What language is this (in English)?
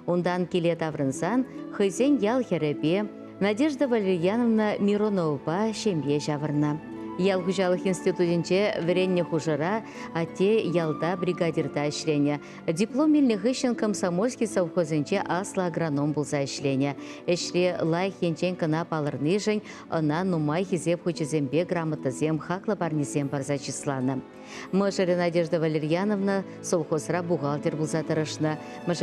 Chuvash